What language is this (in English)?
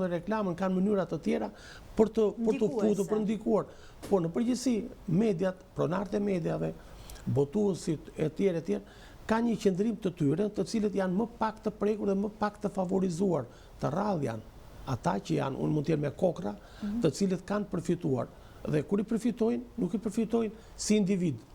Albanian